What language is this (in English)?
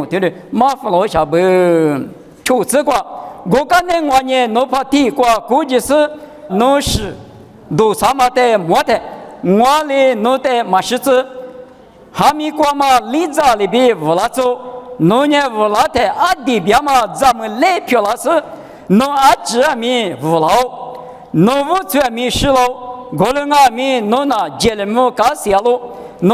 Lisu